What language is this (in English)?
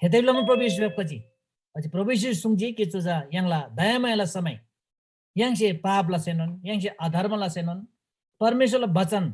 Eastern Tamang